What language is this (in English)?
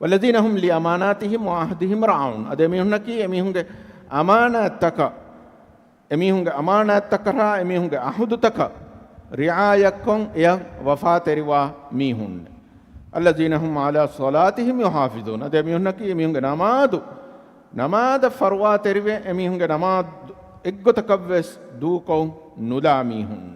Divehi